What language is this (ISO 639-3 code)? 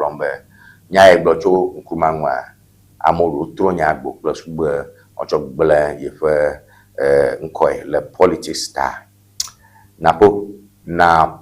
ewe